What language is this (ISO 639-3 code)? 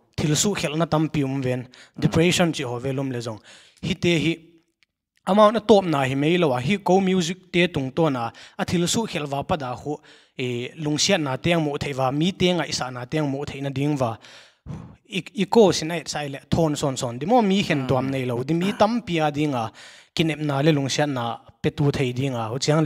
pck